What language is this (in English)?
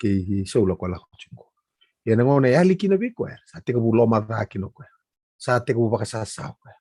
Fijian